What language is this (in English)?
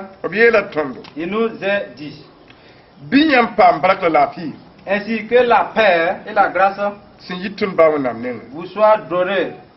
Mossi